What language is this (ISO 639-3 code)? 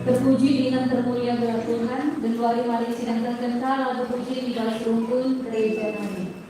btx